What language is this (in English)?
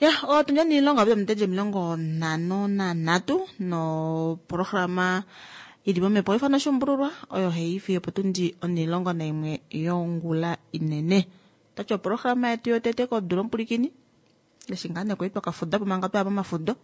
Kuanyama